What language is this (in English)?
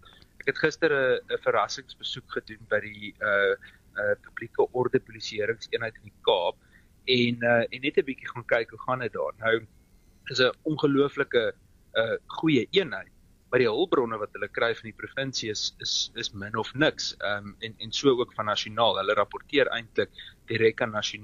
Afrikaans